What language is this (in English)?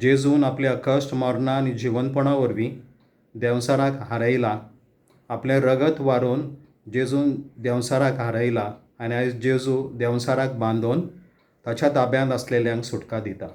Konkani